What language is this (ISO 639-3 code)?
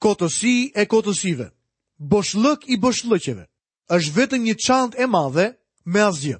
sqi